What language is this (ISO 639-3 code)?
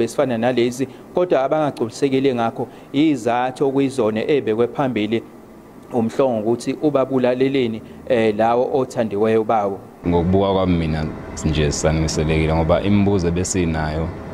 zul